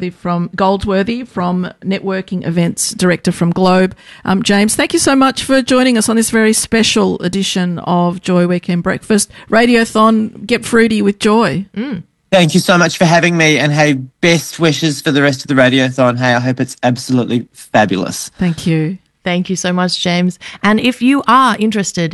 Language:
English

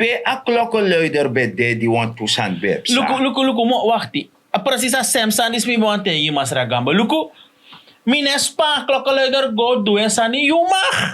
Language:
Sranan Tongo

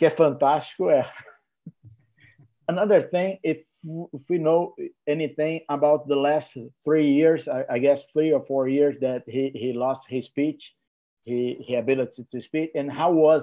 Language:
Portuguese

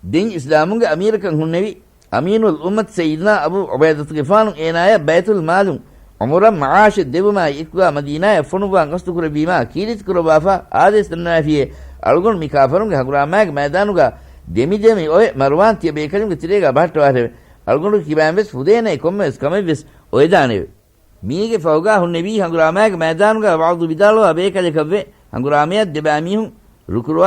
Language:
Divehi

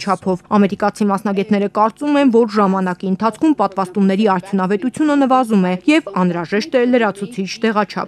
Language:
Armenian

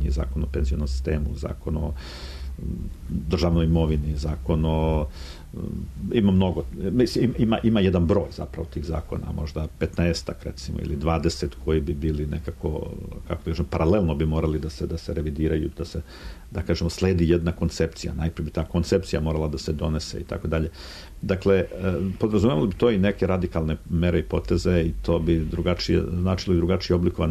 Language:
Serbian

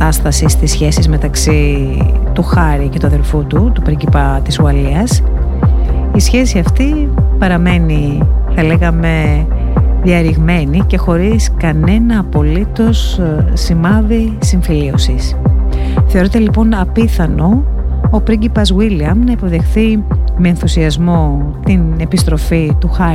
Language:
Greek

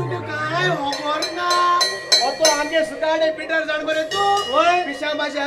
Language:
Konkani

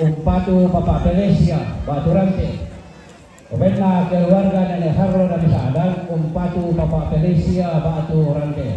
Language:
Toraja-Sa'dan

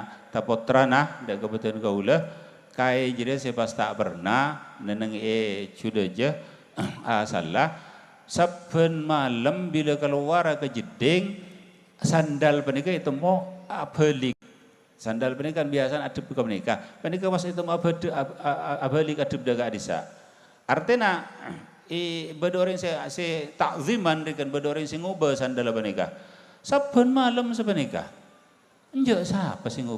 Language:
Madurese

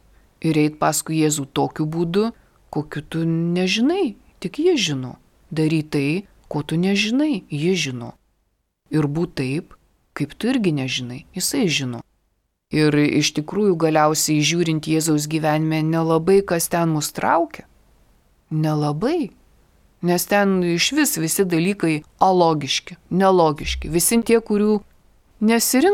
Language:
Lithuanian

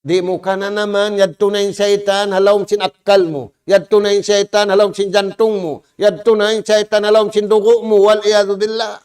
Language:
Tausug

